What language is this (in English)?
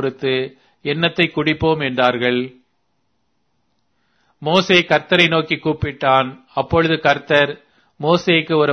Tamil